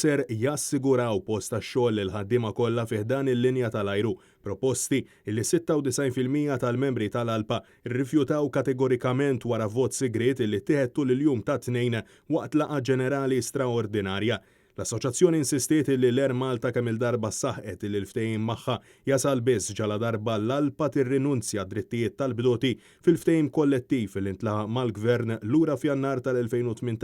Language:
Maltese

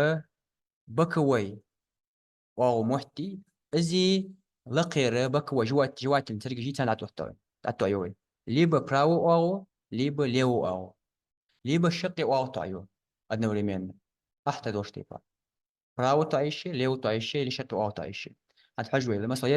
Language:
Ingush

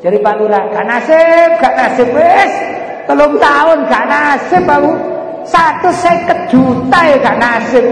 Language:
Javanese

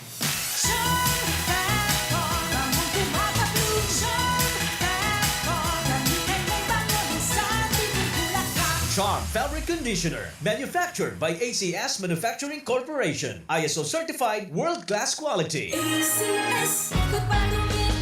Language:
Bikol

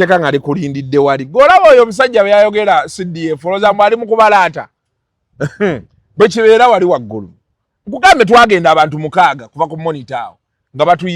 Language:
Ganda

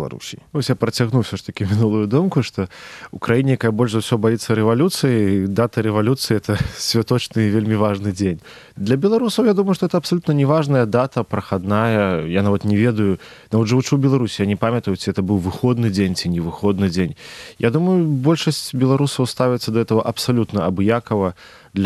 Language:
Belarusian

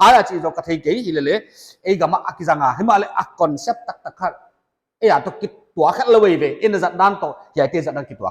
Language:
Paite Chin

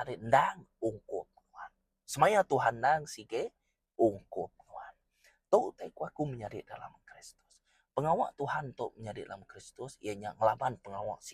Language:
Iban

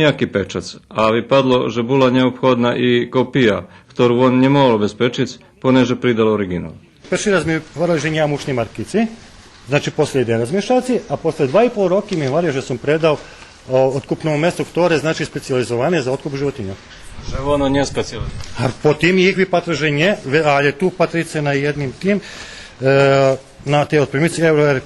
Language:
Rusyn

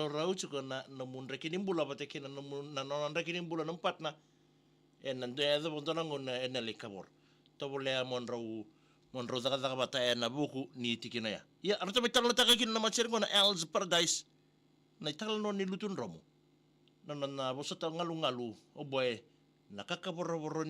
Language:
Fijian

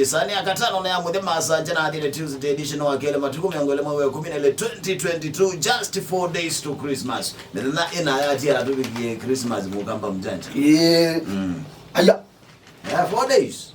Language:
Kamba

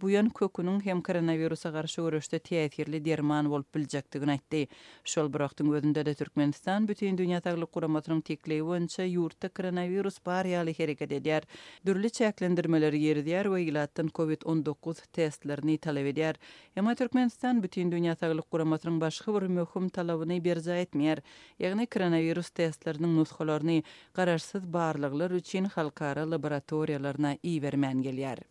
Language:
Turkmen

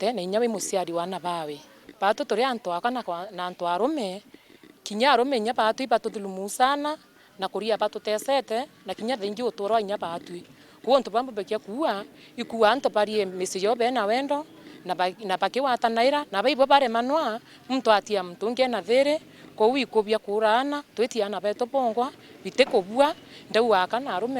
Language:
Meru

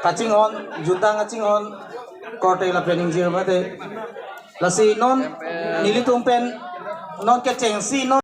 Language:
Karbi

